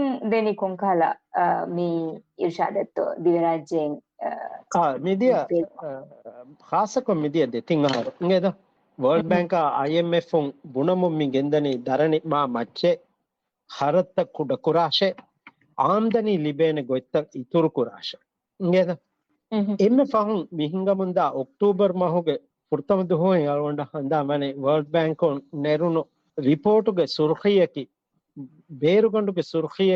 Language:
Divehi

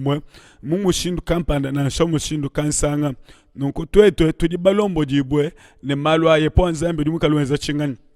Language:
Luba-Lulua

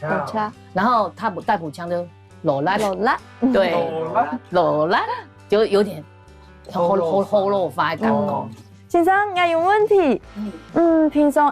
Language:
Hakka Chinese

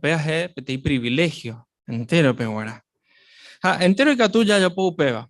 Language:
Guarani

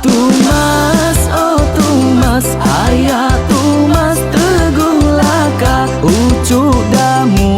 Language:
Iban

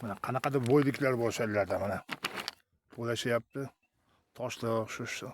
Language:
Uzbek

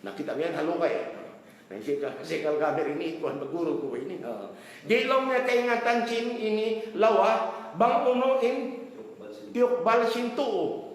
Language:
Tausug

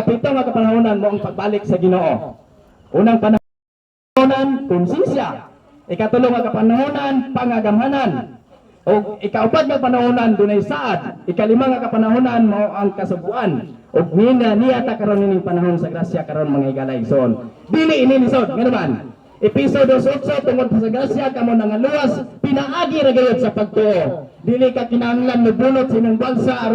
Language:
Cebuano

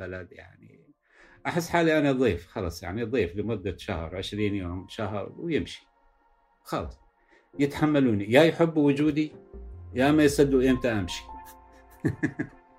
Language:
North Levantine Arabic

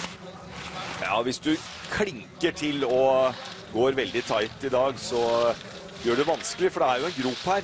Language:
Norwegian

